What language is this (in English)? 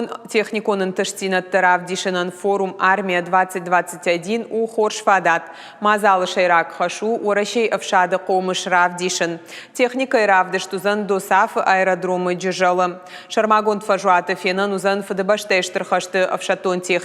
Ossetic